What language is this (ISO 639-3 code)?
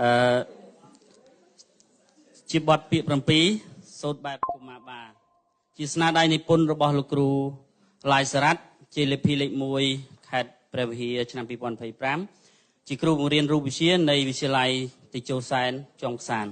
khm